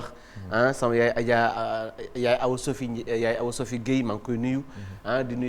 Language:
Wolof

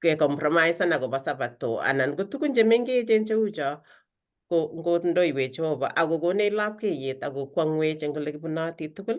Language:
Kalenjin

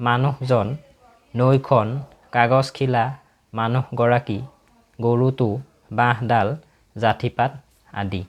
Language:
Assamese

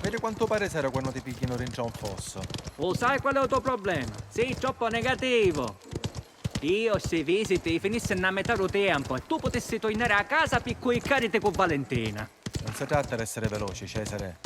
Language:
Sicilian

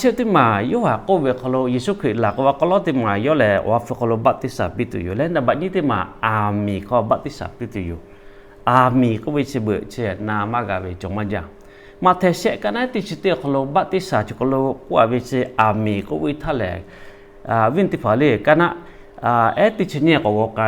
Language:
Lahu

